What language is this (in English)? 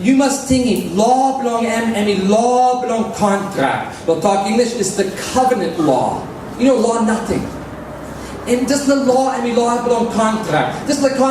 Tok Pisin